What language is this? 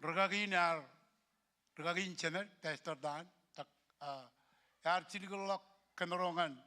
Marshallese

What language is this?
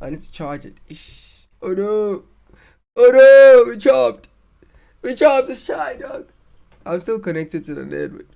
Zulu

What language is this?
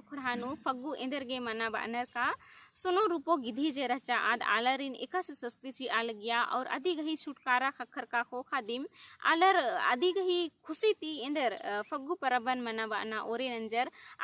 Kurukh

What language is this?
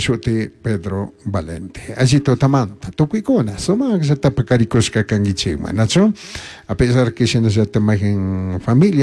Chimborazo Highland Quichua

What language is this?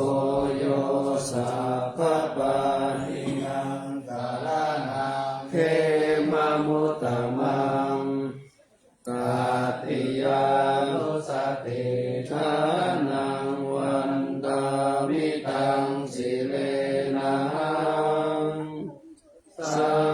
Pali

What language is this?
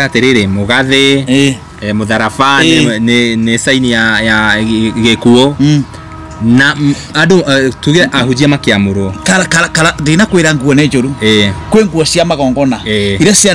Kikuyu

